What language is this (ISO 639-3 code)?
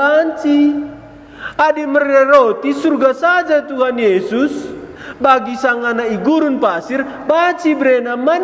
btx